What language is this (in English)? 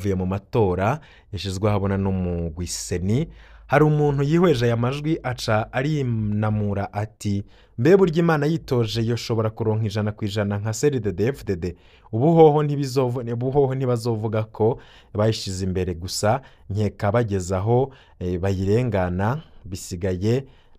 Rundi